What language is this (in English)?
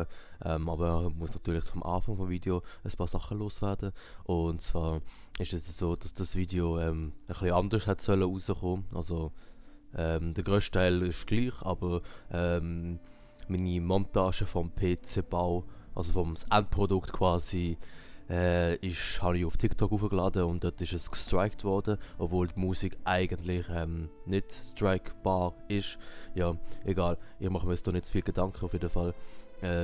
Swiss German